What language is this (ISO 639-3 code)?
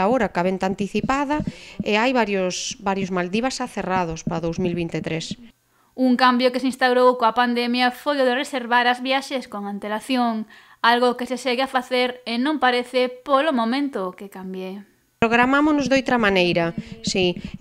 glg